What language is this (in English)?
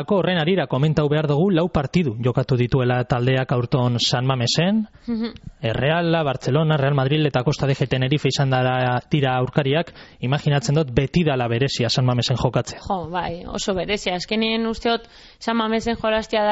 Basque